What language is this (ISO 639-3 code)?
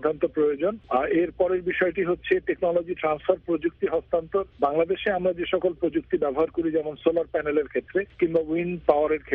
ben